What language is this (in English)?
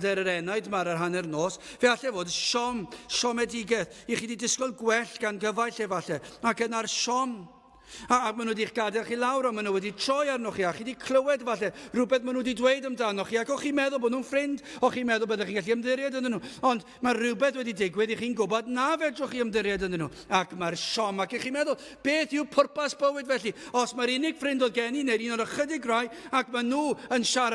Welsh